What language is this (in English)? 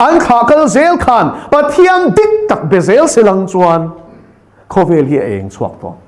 Mizo